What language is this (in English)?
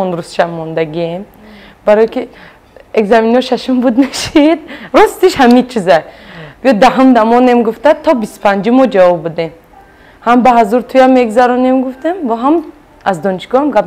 Tajik